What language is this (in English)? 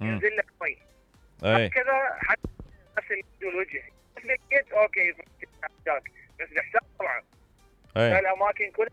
Mesopotamian Arabic